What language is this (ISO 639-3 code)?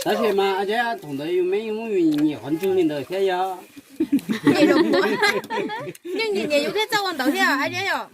hmn